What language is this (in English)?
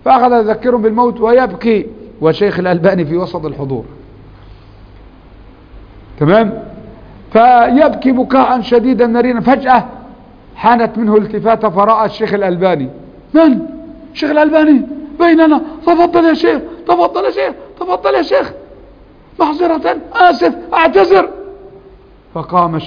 Arabic